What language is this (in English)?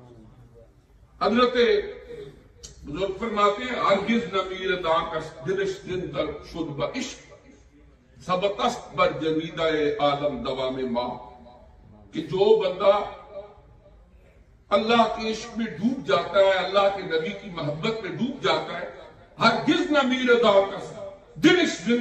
Urdu